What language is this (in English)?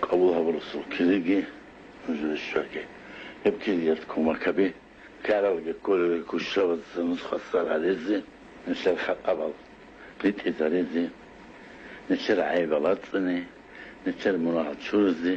Avaric